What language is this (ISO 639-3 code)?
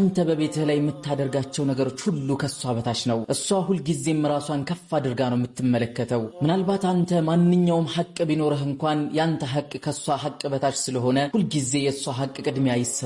amh